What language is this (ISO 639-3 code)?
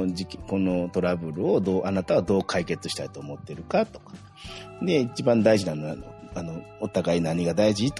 jpn